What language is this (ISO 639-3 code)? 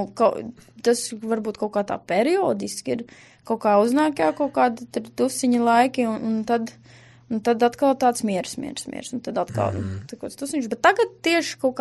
lav